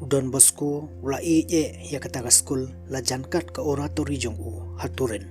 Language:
Khasi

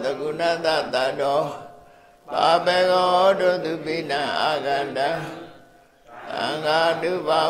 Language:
Burmese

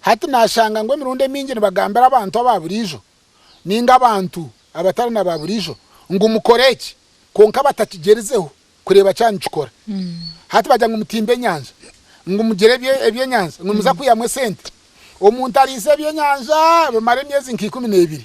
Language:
Nyankole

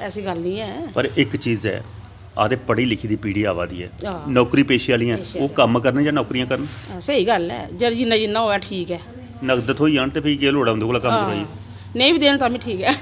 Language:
Dogri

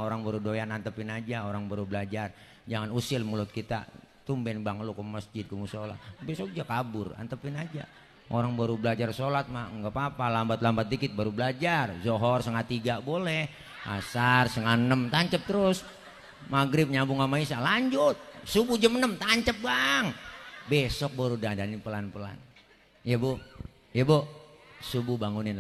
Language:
Betawi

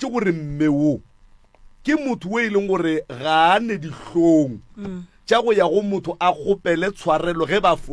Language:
Northern Sotho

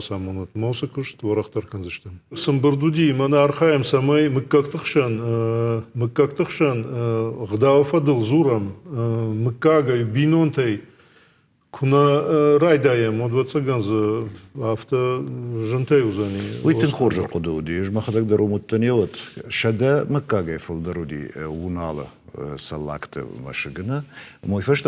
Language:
Ossetic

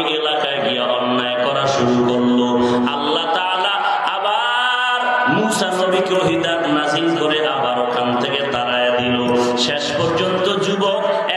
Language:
Bangla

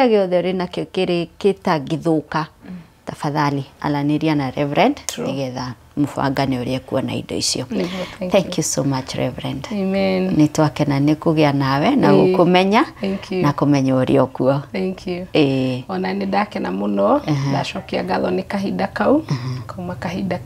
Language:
Kikuyu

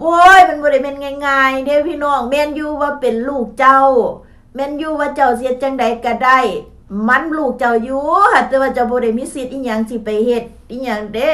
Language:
Lao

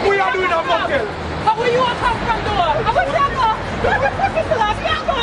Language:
Jamaican Creole English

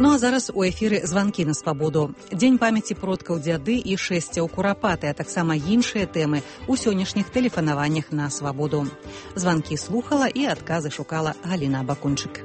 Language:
Belarusian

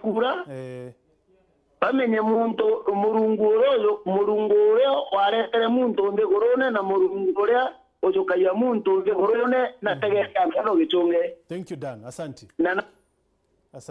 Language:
Meru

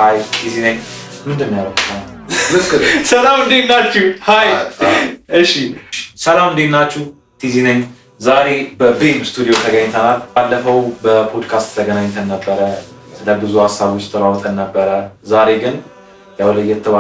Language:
Amharic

